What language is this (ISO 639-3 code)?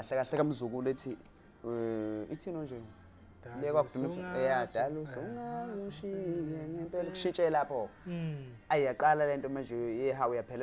zul